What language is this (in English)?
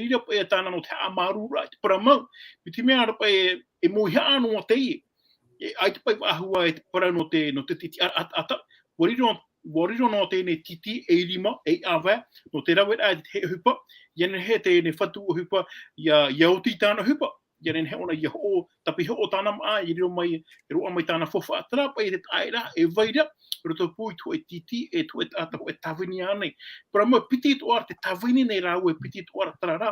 Tahitian